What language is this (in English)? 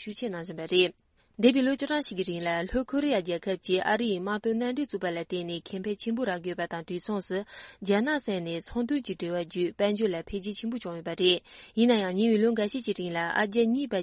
Tibetan